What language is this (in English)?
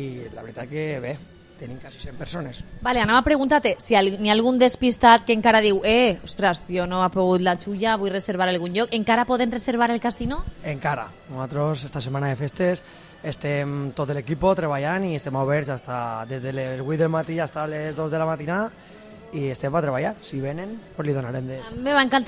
Catalan